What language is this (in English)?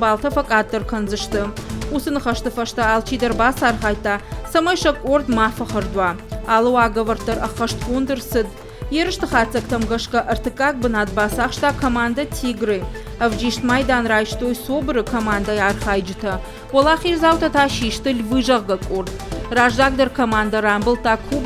Ossetic